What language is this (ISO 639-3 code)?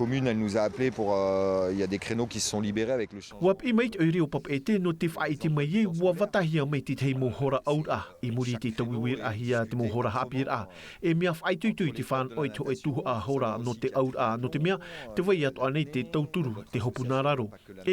tah